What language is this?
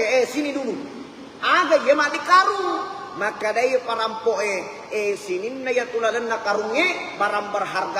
Buginese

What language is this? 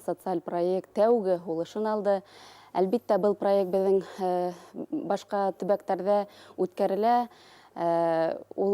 Bashkir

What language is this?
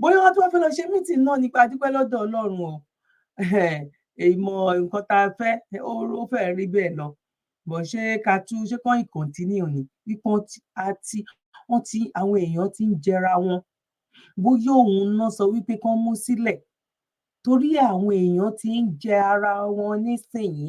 Yoruba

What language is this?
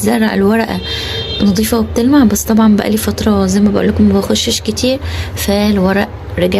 Egyptian Arabic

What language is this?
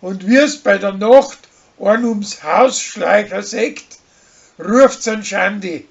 Bavarian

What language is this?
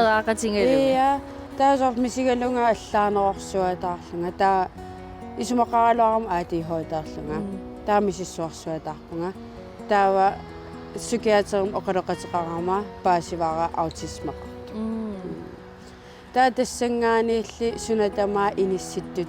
Kalaallisut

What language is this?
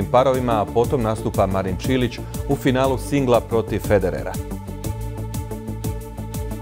Croatian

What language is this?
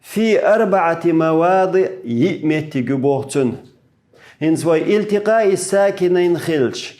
Chechen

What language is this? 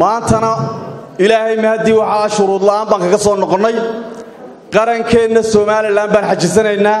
Somali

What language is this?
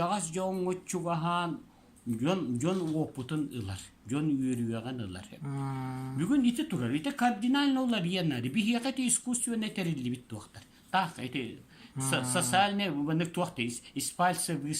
Yakut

